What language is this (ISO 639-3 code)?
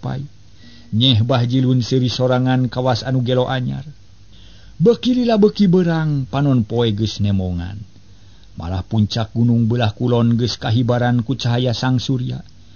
sun